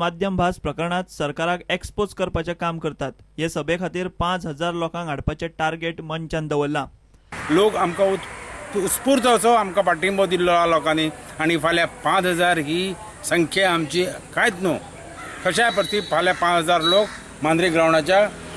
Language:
Konkani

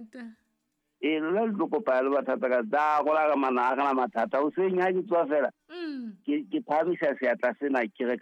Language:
Southern Sotho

